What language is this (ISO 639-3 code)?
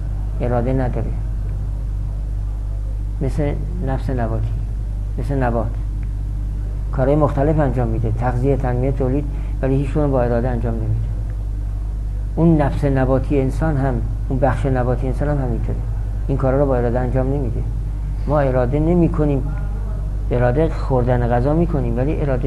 fas